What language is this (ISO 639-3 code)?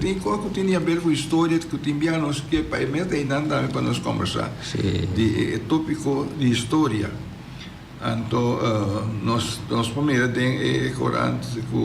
pap